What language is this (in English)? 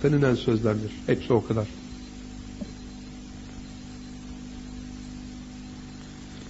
Turkish